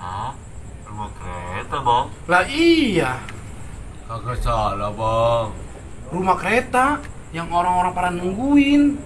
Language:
Betawi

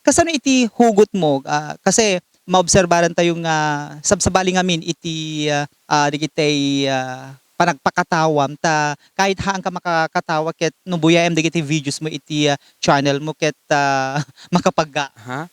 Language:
Iloko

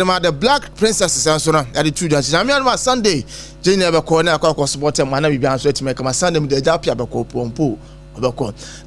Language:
Akan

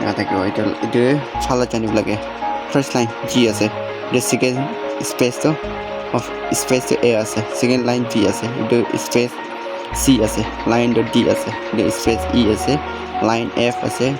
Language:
Naga Pidgin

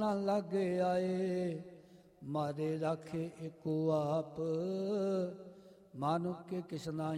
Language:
Punjabi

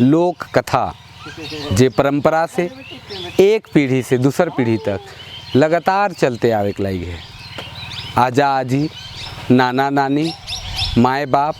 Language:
Sadri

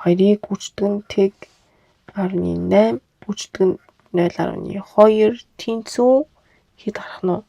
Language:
Mongolian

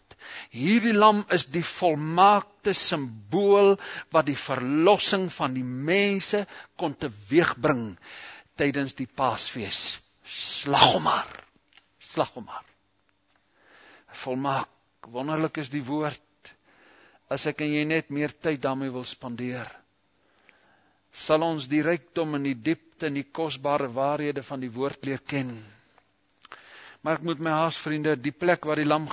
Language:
Afrikaans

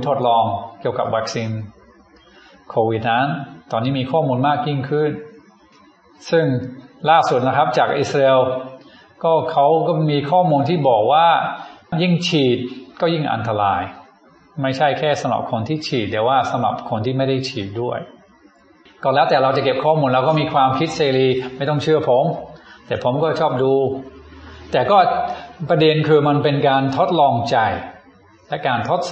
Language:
Thai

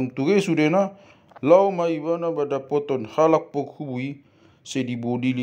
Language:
Batak Toba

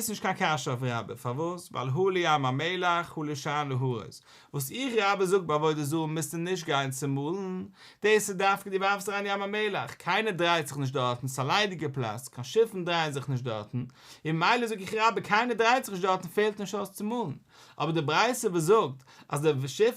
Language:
Yiddish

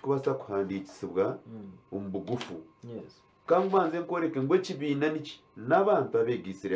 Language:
Nyankole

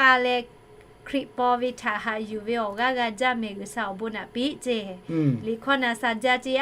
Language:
Lahu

